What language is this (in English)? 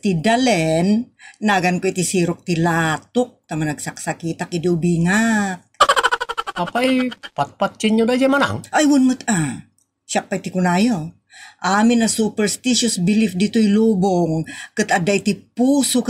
Iloko